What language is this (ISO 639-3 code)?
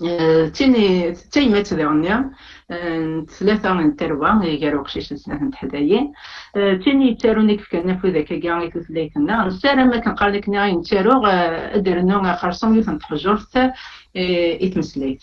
kab